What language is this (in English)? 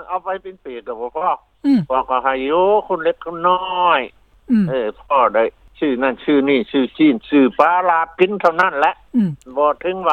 Lao